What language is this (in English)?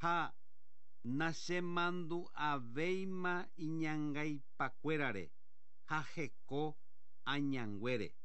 Guarani